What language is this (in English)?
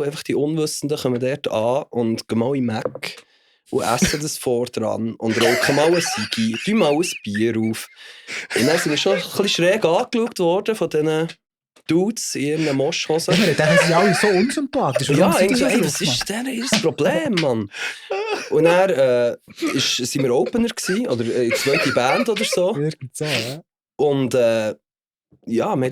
Swiss German